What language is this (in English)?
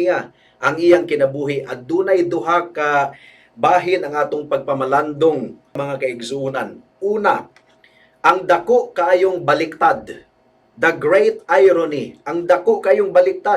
Cebuano